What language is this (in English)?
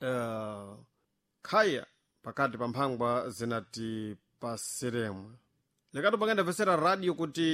Sena